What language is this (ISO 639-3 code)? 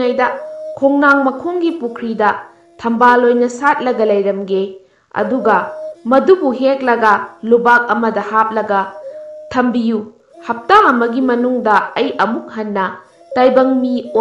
mni